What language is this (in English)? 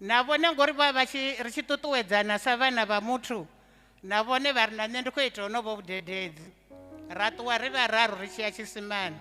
Venda